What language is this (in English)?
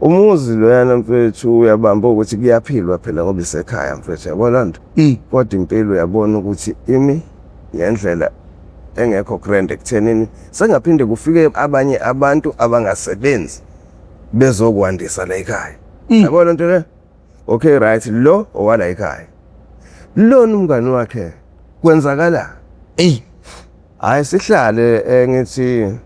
Zulu